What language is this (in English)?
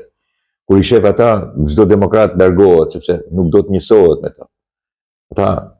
Albanian